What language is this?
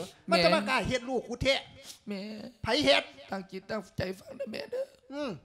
Lao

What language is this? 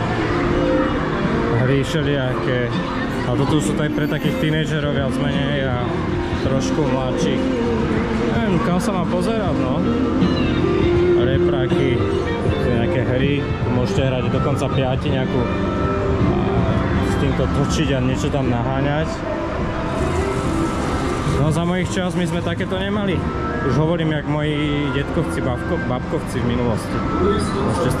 Slovak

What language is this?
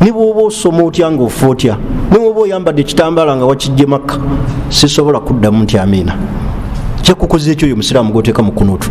Ganda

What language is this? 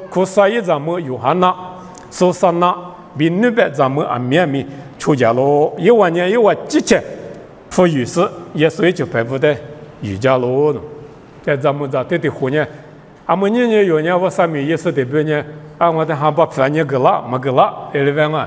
Lisu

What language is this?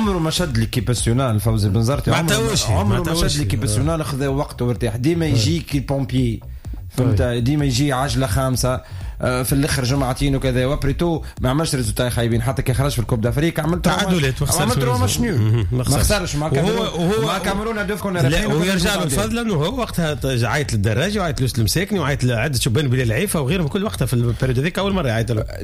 Tunisian Arabic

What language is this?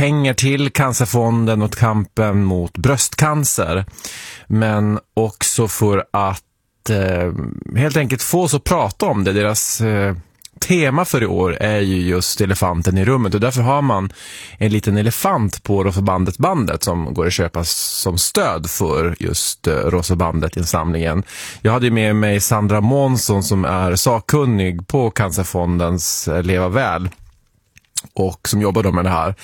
Swedish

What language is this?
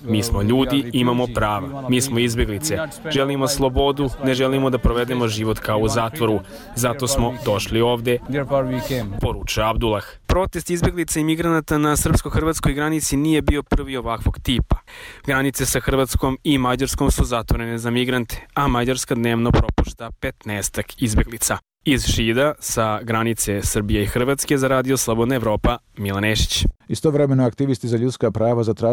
Serbian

